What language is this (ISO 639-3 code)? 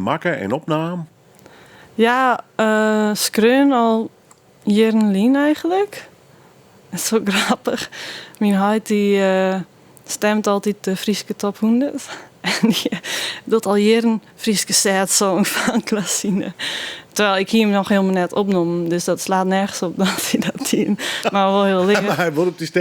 fry